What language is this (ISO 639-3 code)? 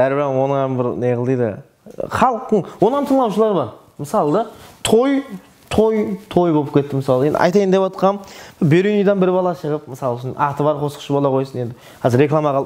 kaa